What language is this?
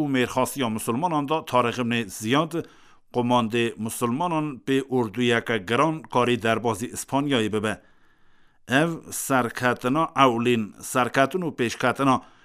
Kurdish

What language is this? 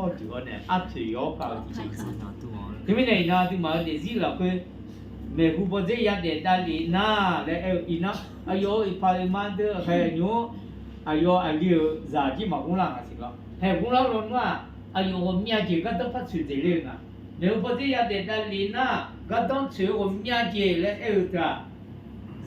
Akha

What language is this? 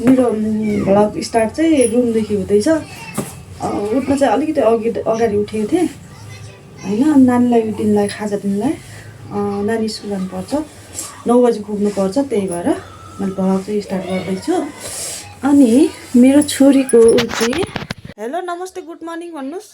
Nepali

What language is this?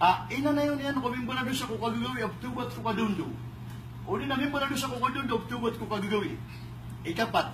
Maranao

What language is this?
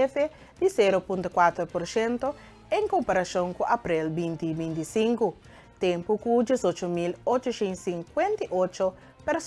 Papiamento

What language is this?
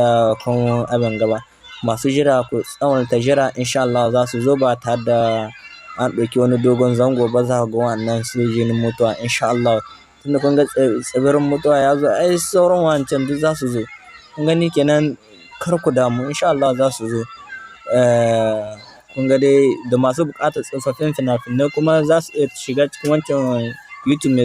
Hausa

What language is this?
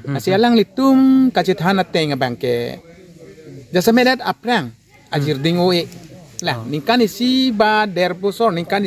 Karbi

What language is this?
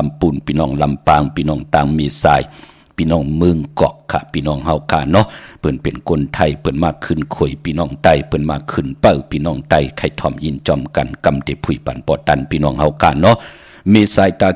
Shan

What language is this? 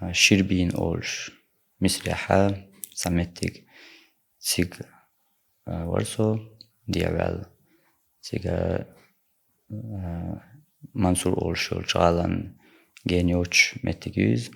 Chechen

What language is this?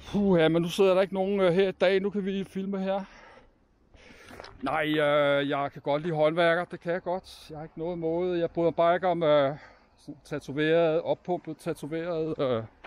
Danish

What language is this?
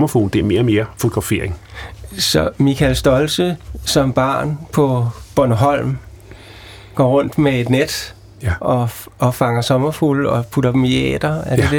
Danish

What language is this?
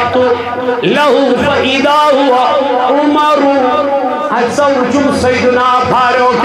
Kashmiri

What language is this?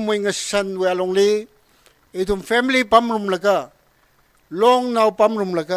Tangkhul Naga (India)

